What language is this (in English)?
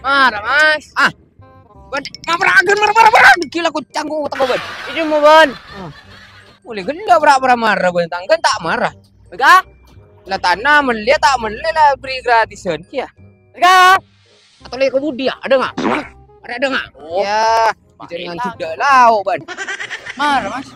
Madurese